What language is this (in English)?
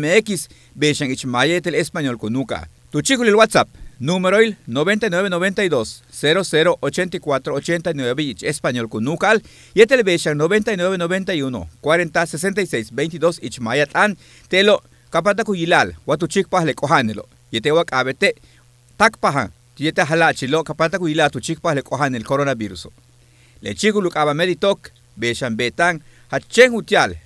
Yucateco